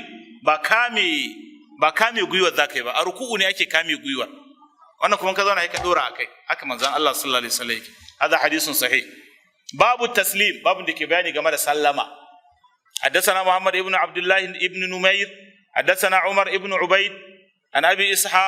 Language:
Hausa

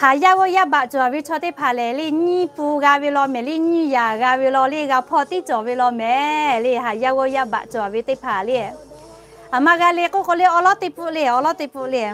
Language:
Lahu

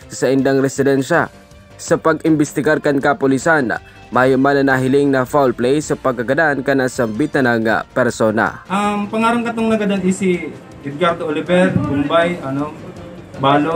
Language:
Bikol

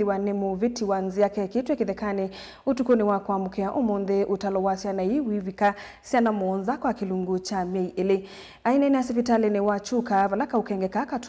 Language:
Kamba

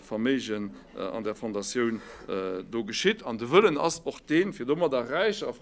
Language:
Luxembourgish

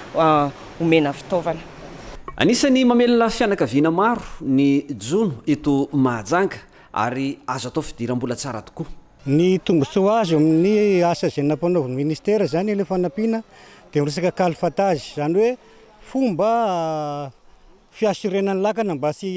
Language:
Malagasy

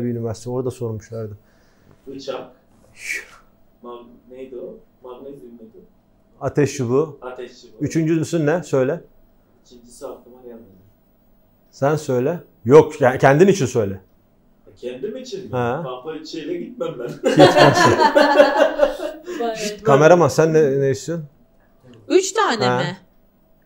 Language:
Turkish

